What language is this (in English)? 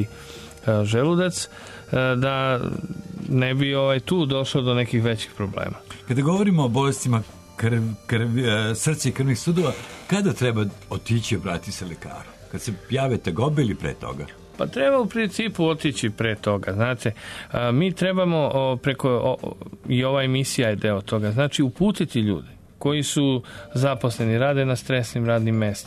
Serbian